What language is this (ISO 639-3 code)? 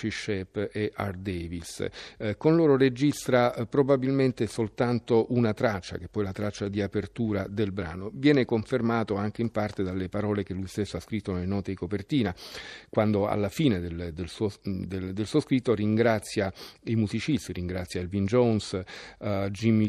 ita